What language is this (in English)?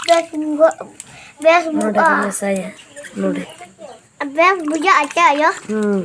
Santali